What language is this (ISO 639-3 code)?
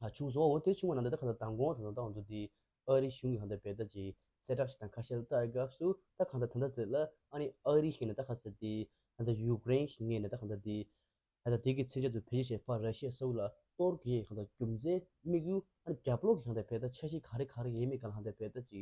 bod